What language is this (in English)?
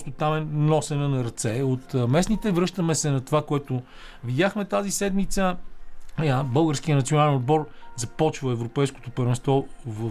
Bulgarian